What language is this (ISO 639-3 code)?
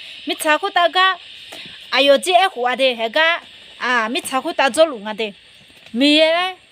ahk